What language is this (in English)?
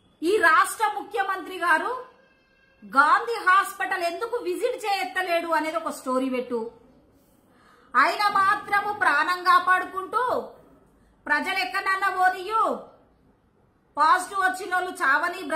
Telugu